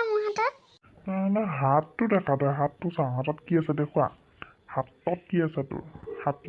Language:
Assamese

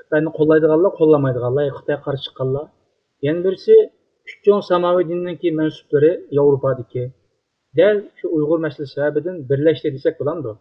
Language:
Uyghur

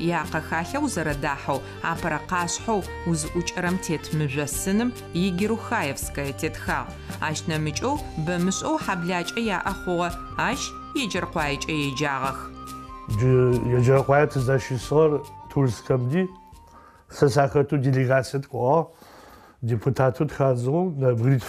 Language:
Adyghe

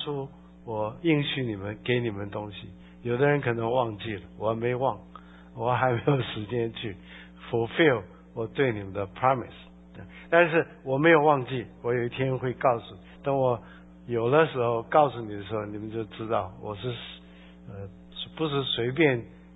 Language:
Chinese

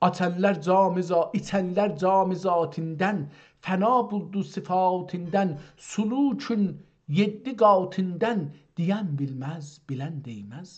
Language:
South Azerbaijani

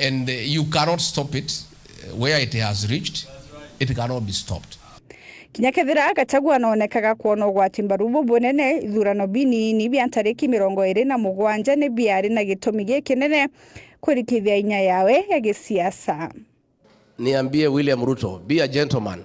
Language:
Meru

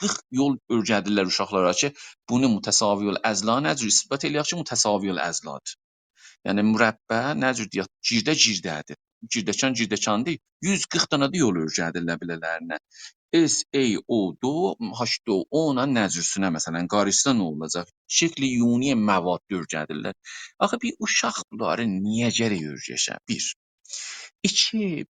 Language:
South Azerbaijani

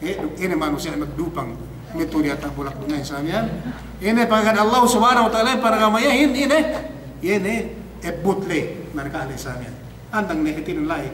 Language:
Yakan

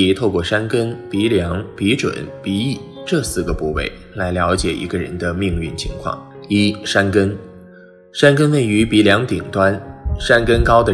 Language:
Chinese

